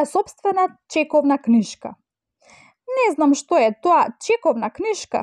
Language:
Macedonian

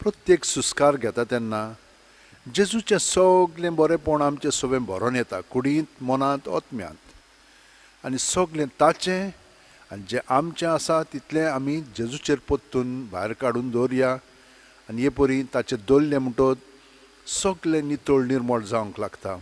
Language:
Konkani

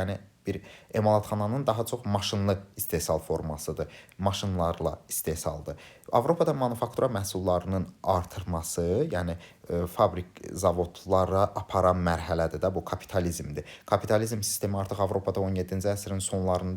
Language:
Azerbaijani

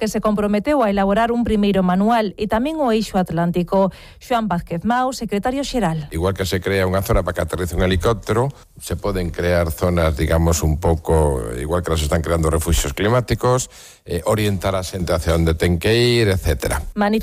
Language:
Galician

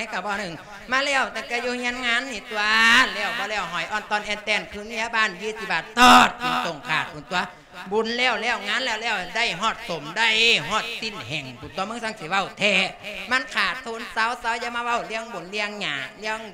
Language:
Lao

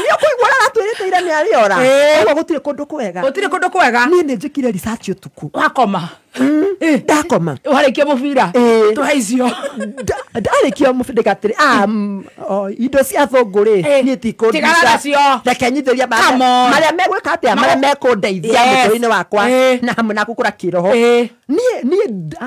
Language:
Kikuyu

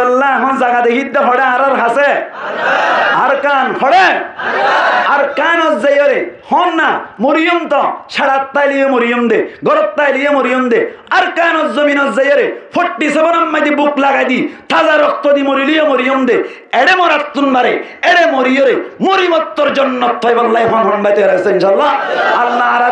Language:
Rohingya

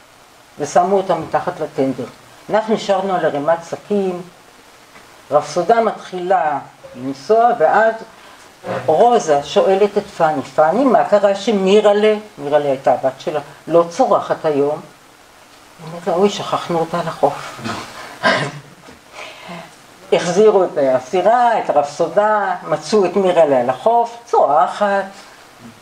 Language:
Hebrew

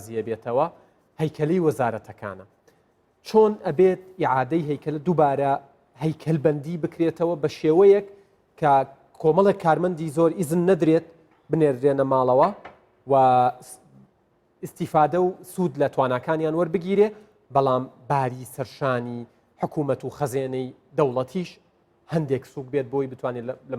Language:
Central Kurdish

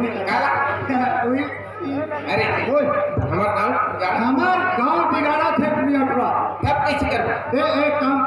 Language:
Chhattisgarhi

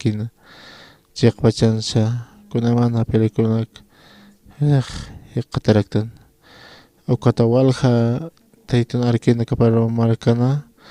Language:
Aymara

